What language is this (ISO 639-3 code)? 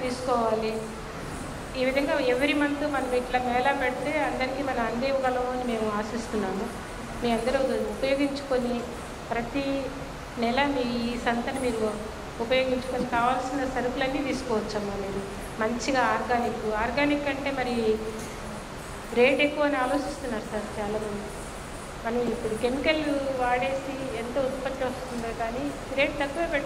tel